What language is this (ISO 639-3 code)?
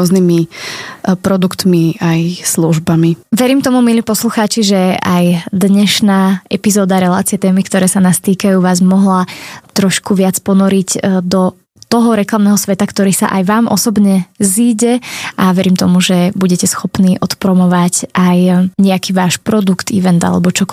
slk